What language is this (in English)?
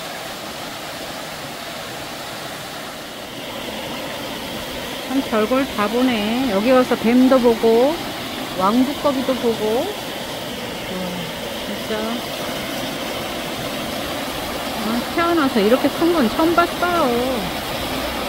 Korean